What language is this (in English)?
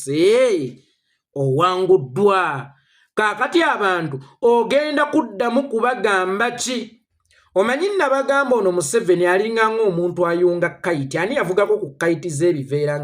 Ganda